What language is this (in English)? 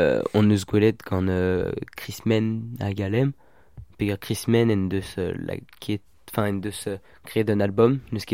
Breton